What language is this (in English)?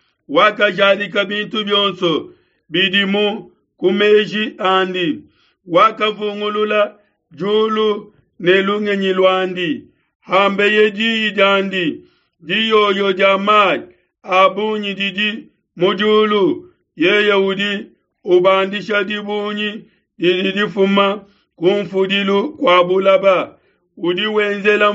Luba-Lulua